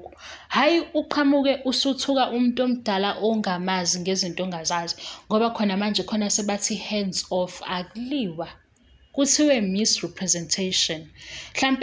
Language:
Zulu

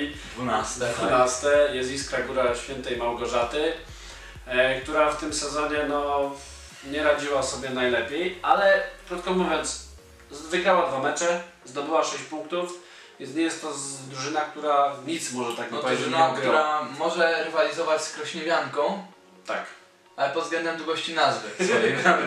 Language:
Polish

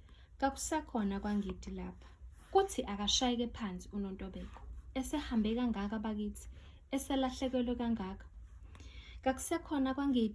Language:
Zulu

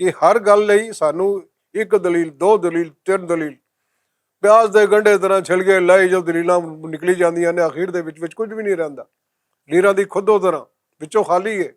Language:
Western Panjabi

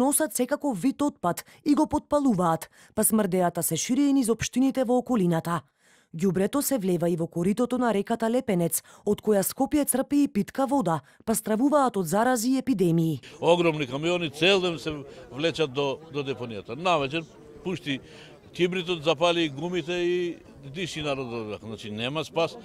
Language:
Macedonian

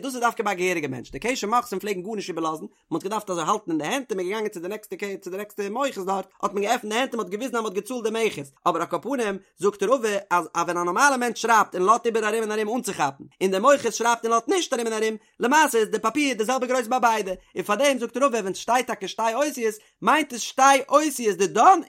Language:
Yiddish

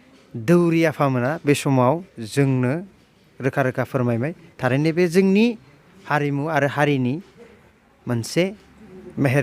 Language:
Bodo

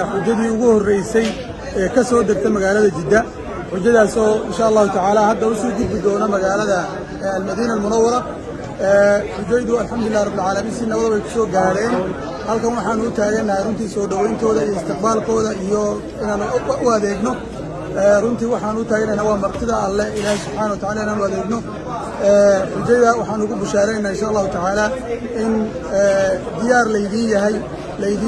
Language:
Somali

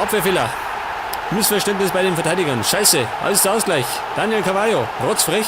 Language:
Bavarian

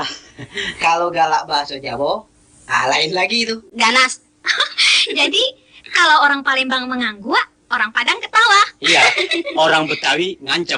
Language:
Minangkabau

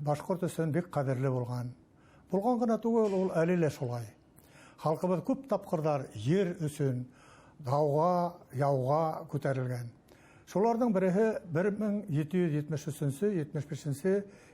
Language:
Bashkir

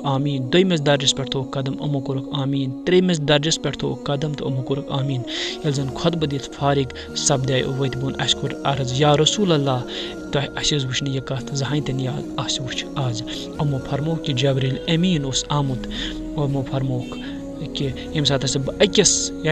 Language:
Kashmiri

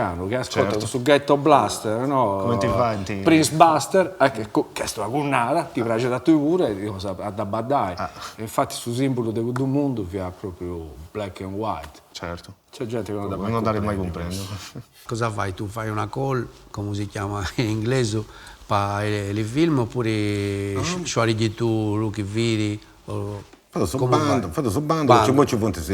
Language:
Sardinian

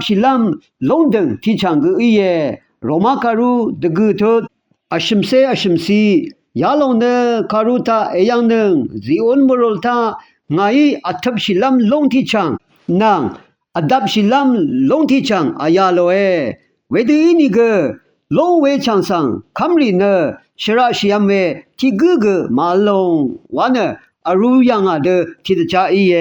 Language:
Rawang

